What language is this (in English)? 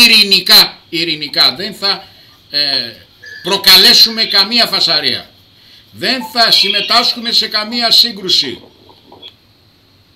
Greek